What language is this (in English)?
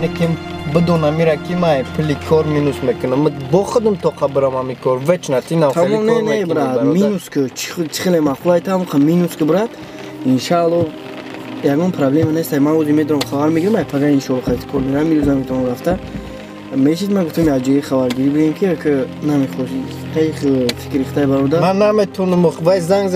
Tajik